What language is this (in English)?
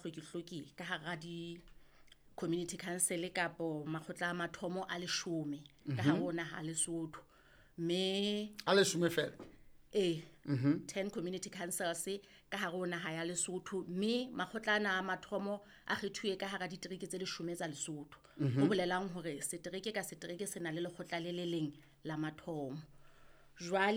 Southern Sotho